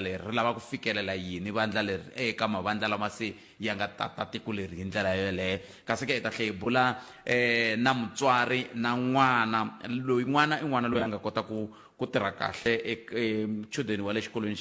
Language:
Tsonga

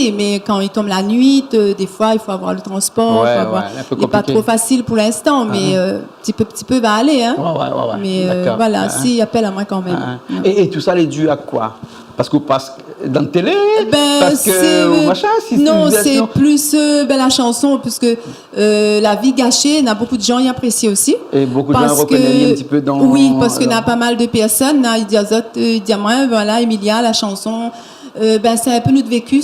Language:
Réunion Creole French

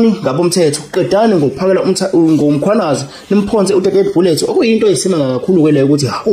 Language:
Zulu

